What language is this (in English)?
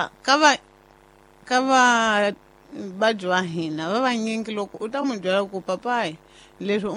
Tsonga